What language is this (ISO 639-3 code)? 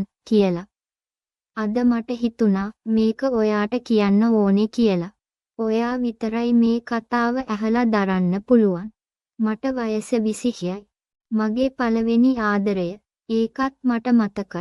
sin